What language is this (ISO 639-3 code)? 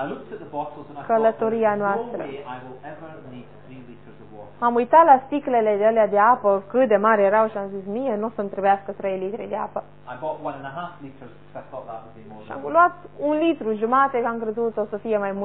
ron